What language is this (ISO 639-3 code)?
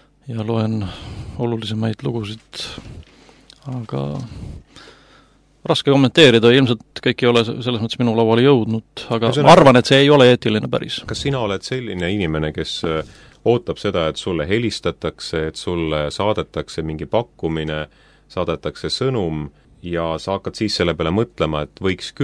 est